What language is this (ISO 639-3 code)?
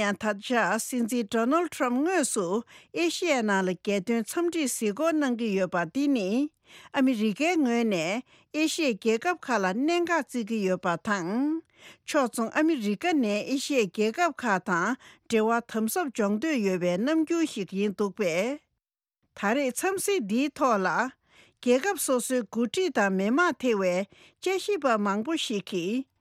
bod